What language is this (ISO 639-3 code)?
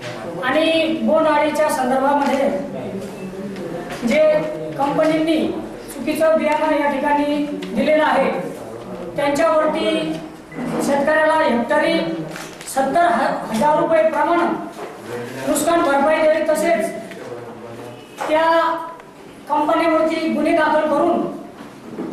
mar